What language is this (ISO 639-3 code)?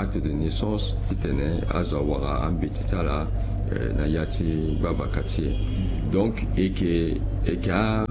sag